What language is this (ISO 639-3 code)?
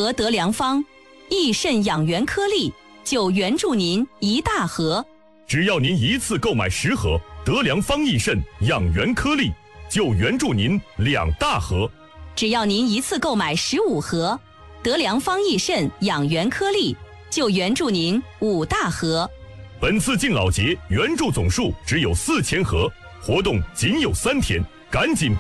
zho